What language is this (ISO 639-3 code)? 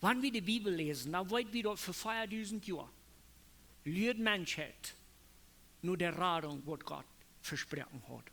pdt